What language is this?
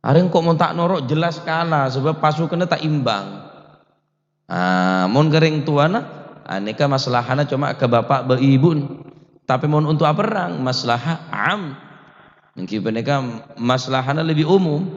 Madurese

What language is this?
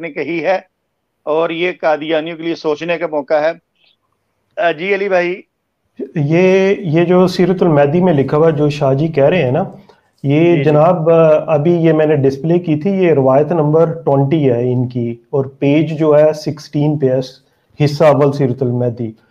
Urdu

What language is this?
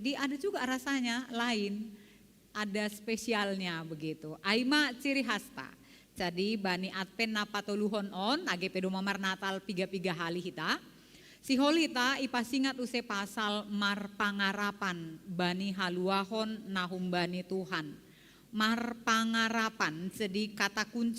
Batak Simalungun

